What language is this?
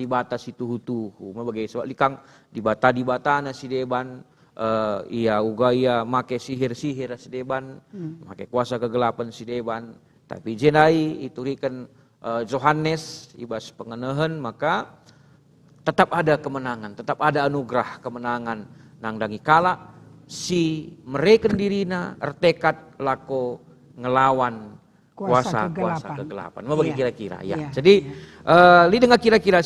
Batak Karo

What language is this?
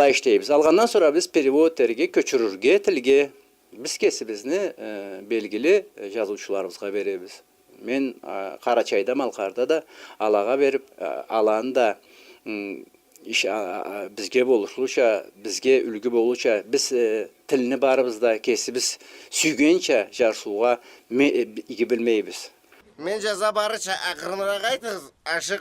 Karachay-Balkar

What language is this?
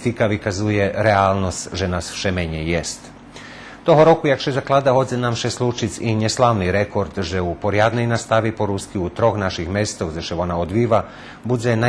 Rusyn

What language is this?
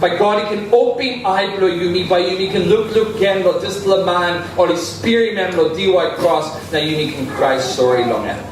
Tok Pisin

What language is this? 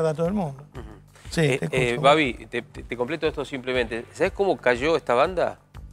Spanish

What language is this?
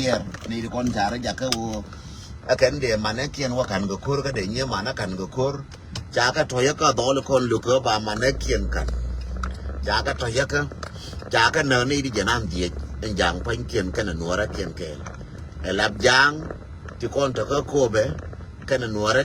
Nuer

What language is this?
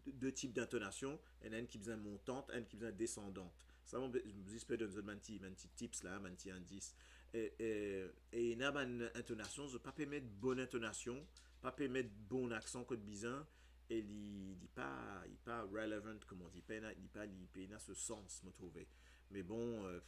Morisyen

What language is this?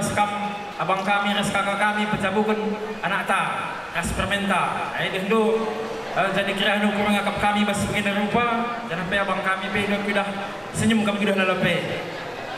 Batak Karo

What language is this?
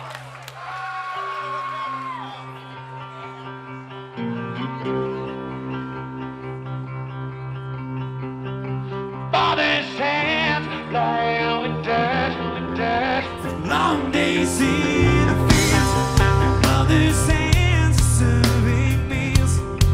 English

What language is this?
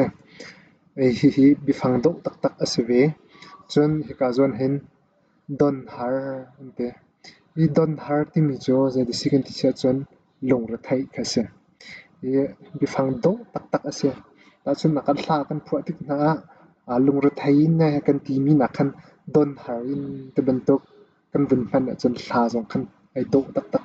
Hakha Chin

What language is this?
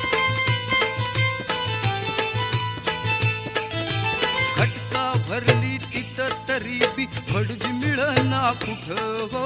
Marathi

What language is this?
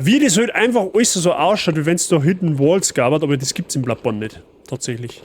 Bavarian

